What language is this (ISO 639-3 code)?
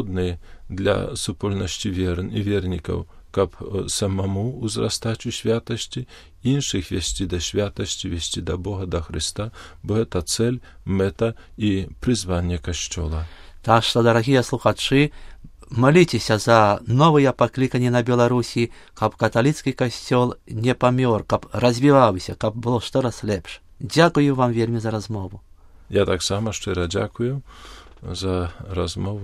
bel